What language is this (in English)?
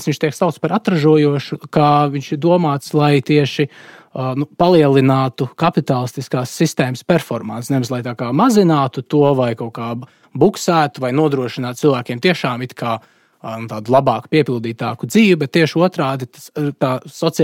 Latvian